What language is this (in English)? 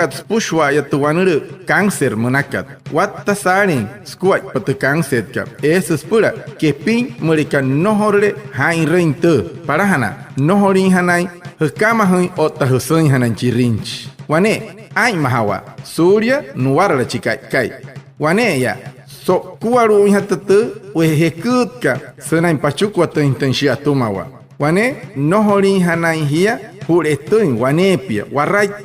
Wayuu